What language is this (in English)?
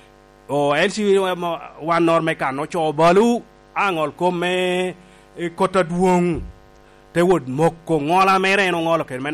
Lango (Uganda)